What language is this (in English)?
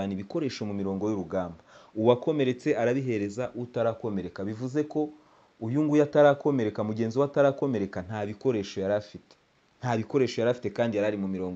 Kinyarwanda